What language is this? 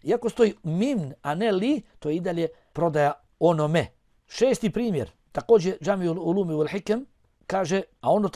Bosnian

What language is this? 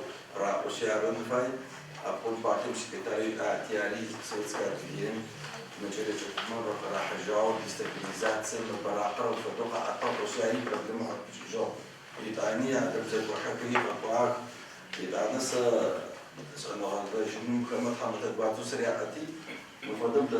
Adyghe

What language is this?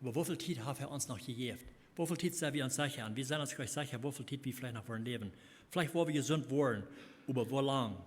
Plautdietsch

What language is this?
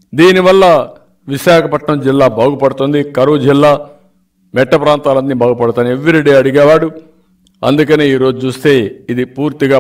Telugu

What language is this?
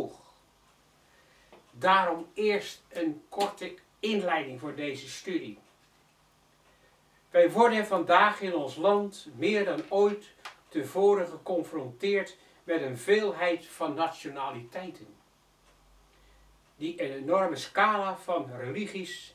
Dutch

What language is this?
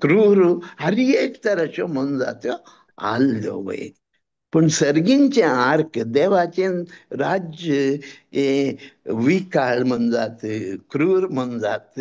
Konkani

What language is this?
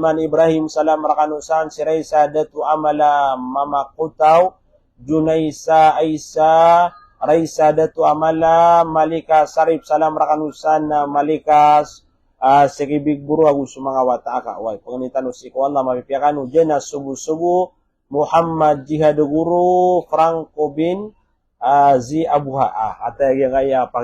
Maranao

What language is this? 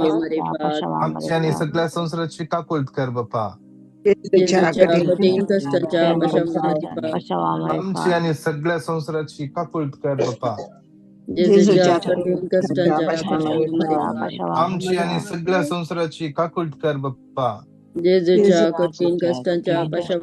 Konkani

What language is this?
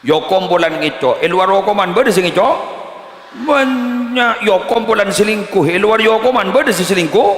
Madurese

